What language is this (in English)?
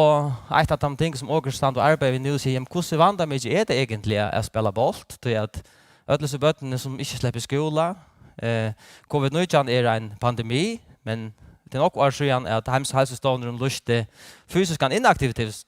Faroese